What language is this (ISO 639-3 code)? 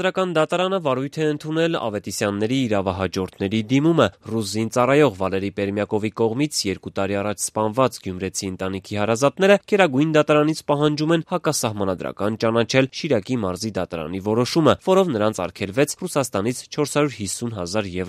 hye